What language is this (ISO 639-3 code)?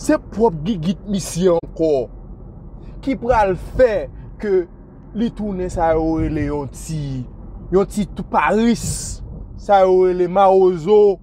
hat